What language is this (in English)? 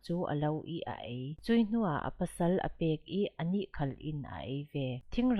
Falam Chin